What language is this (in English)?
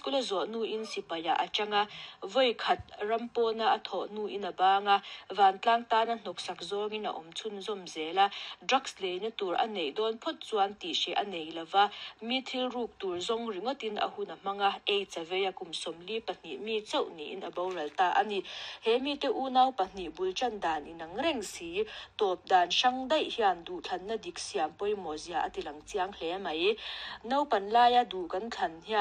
Mizo